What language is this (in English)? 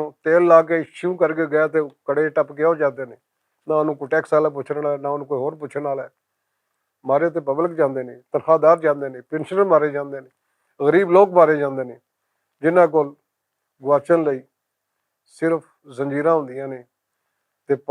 Western Panjabi